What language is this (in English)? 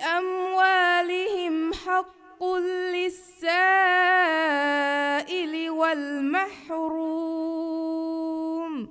Divehi